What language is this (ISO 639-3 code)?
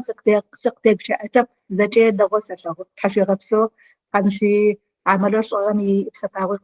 ady